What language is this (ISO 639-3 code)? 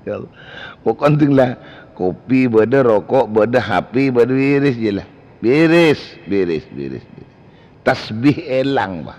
mad